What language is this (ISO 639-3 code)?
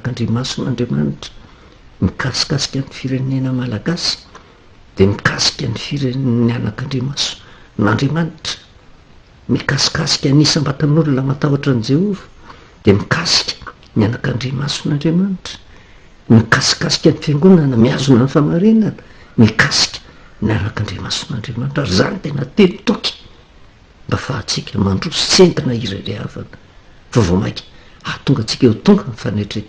mlg